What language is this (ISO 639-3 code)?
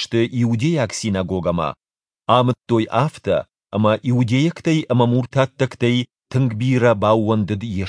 oss